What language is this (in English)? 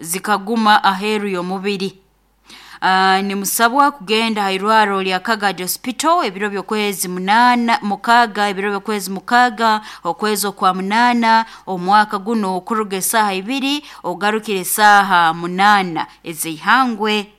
Nyoro